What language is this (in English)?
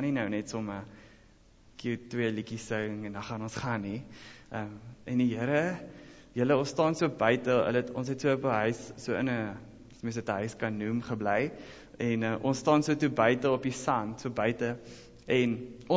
Afrikaans